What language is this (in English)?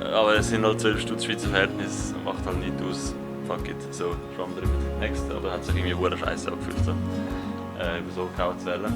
Swiss German